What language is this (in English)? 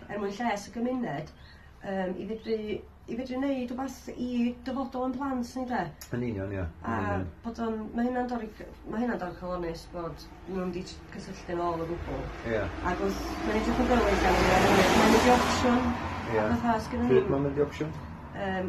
Welsh